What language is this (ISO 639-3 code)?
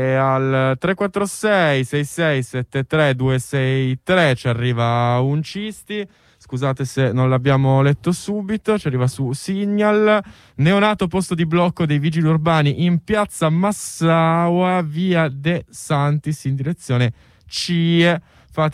ita